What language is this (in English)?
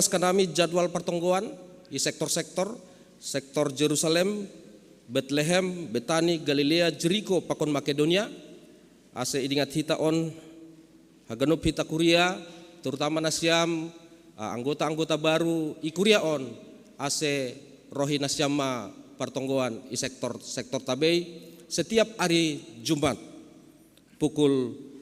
Batak Simalungun